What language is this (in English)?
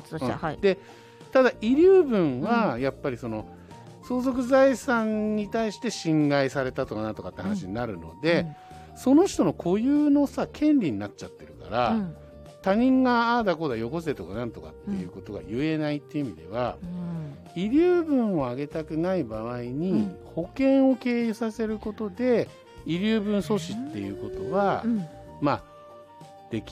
Japanese